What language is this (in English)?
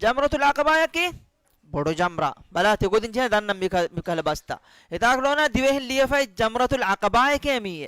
Divehi